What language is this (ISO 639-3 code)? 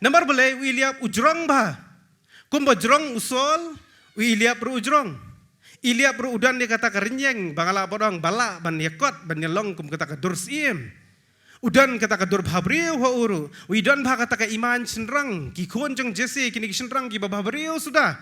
kha